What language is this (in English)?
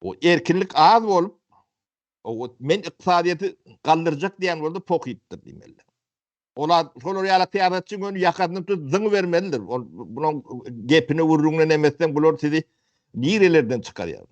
Turkmen